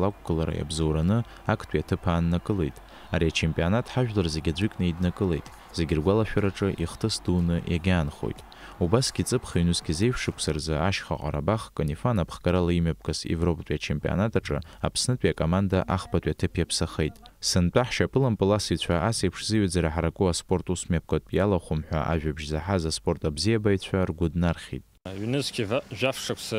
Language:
Abkhazian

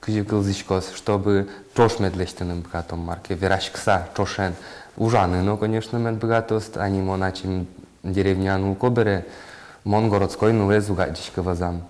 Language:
Udmurt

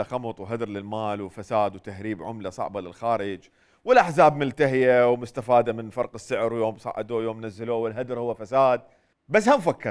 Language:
Mesopotamian Arabic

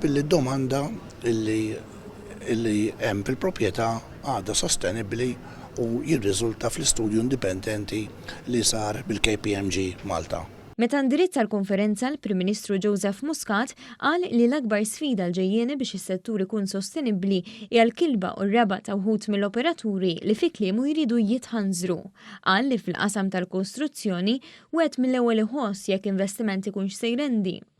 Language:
Maltese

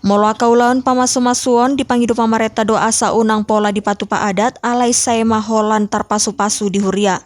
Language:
Batak Toba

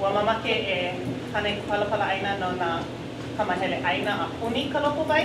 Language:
Hawaiian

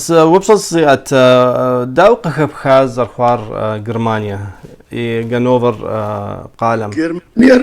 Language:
Kabardian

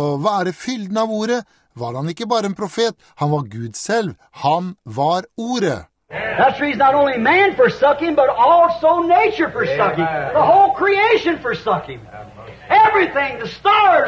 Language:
Norwegian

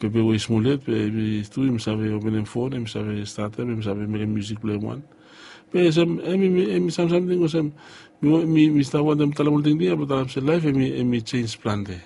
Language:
Bislama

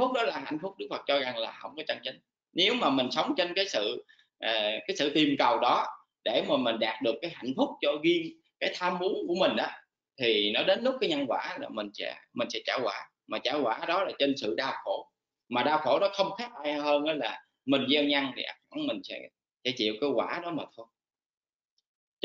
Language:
Vietnamese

